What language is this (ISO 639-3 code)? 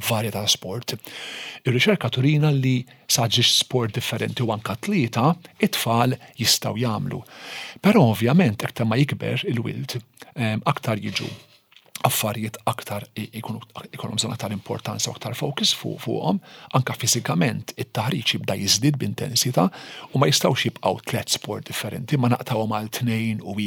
mlt